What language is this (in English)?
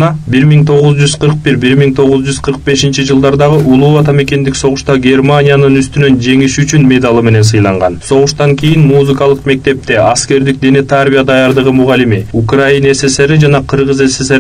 Kyrgyz